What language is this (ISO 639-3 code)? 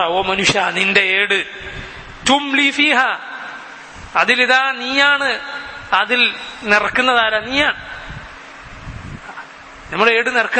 mal